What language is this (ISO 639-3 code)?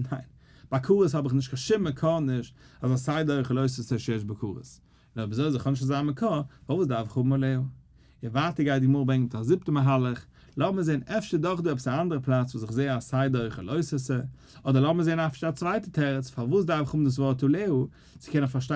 yid